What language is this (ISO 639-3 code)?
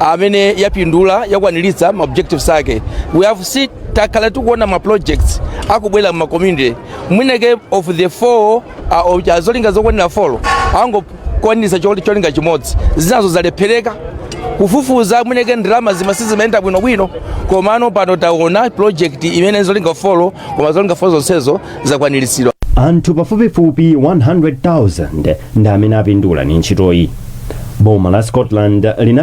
nya